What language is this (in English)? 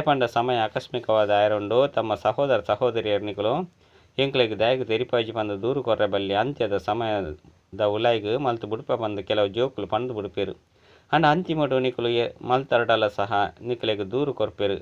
Tulu